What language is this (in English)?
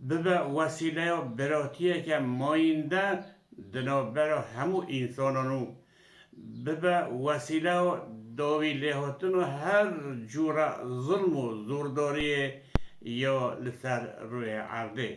Kurdish